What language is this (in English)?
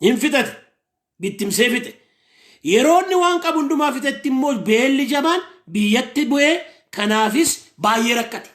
Oromo